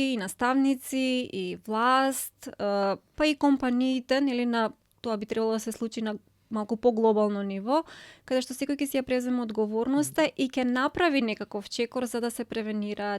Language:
Macedonian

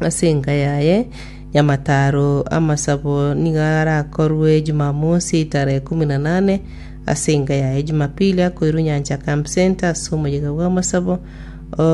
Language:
Gusii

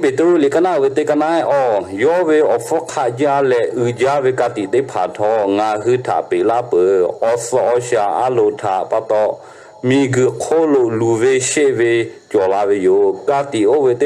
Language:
Lahu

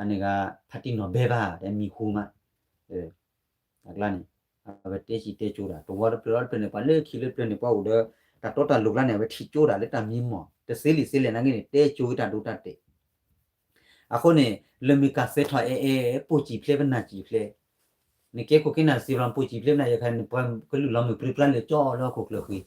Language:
S'gaw Karen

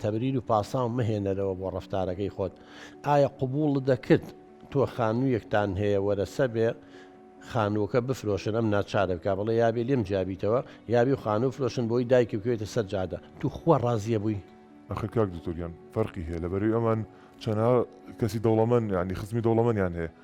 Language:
Central Kurdish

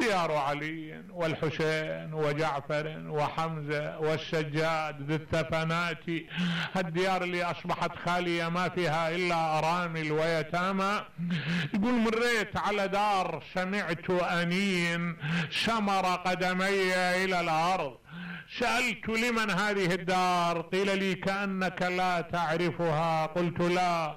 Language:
Mesopotamian Arabic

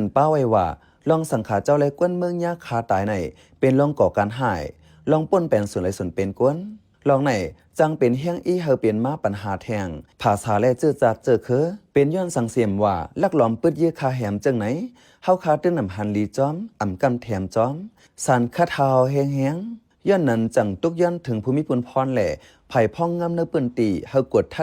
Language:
Shan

